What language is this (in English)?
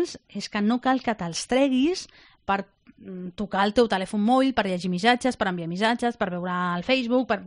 Catalan